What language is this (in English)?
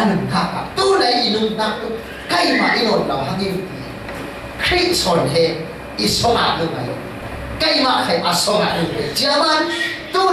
Falam Chin